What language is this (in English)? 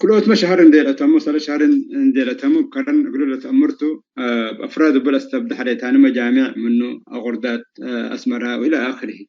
Tigre